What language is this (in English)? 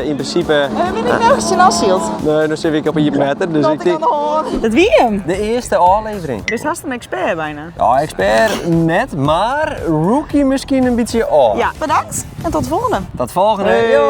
Western Frisian